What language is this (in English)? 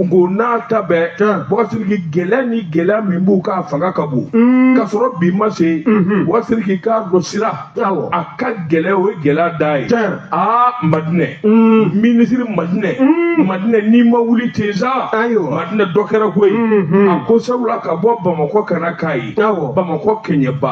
Bambara